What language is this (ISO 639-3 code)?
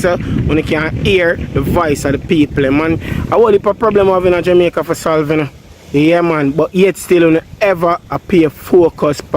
jam